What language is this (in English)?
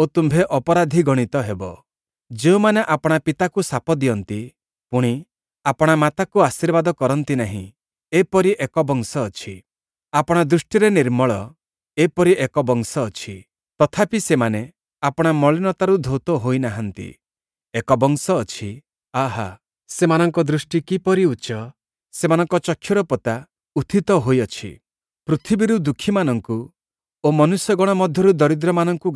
Odia